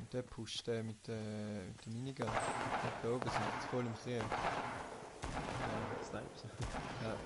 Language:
Swiss German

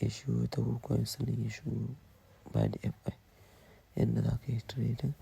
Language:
Hausa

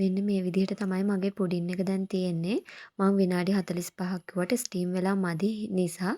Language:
Sinhala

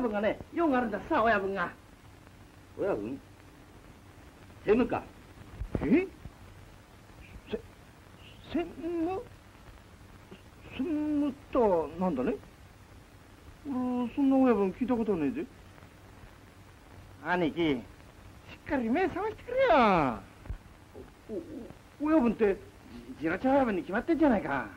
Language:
Japanese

